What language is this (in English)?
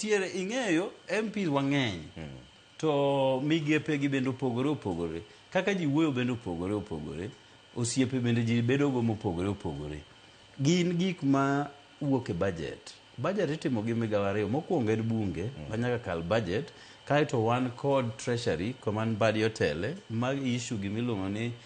Luo (Kenya and Tanzania)